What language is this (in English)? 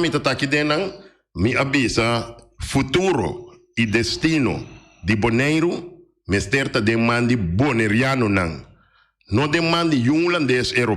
Papiamento